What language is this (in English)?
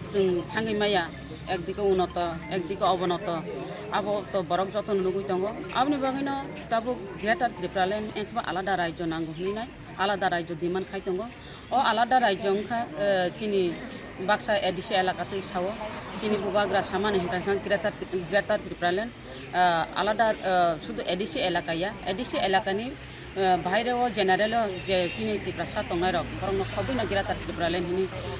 Kok Borok